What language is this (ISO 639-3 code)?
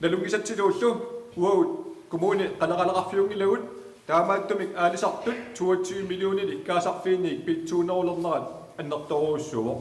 kal